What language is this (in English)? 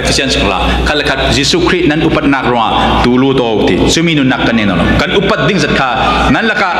Falam Chin